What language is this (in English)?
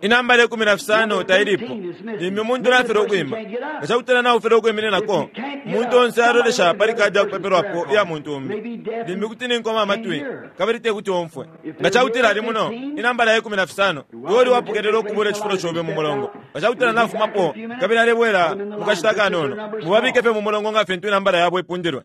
Bemba